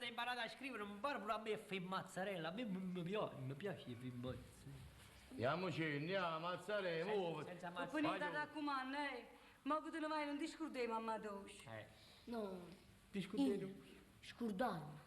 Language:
Neapolitan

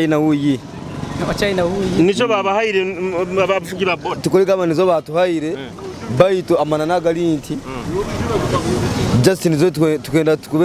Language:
Nyoro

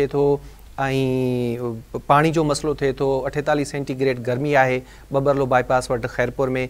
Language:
Sindhi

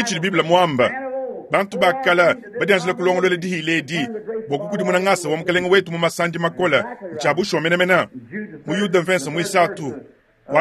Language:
Luba-Lulua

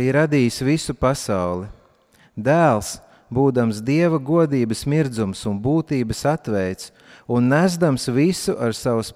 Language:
Latvian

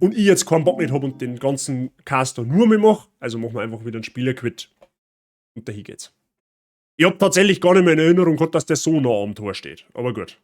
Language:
Bavarian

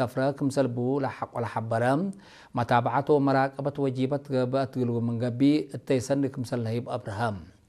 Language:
Tigrinya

